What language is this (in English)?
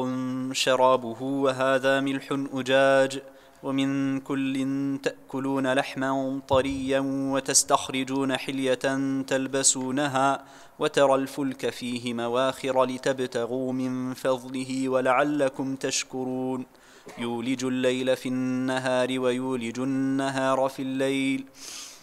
Arabic